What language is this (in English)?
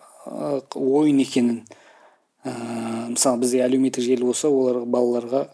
Kazakh